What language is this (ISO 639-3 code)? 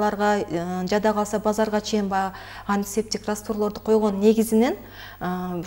kir